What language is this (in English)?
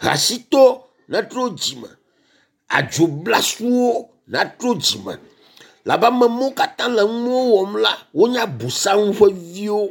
Ewe